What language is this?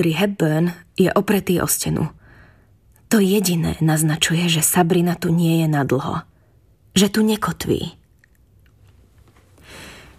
Slovak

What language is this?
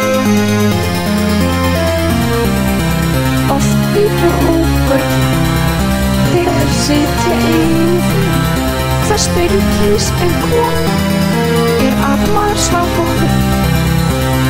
Icelandic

